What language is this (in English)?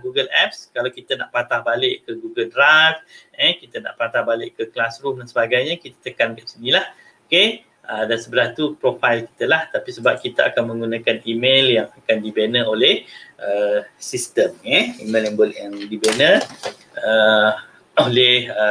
Malay